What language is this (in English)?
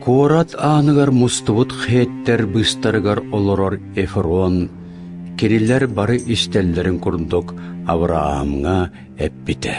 Yakut